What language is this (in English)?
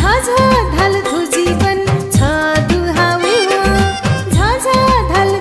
Newari